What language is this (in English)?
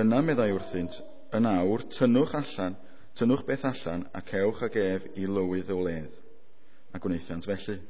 Welsh